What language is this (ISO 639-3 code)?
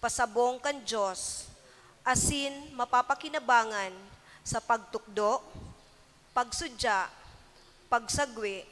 bik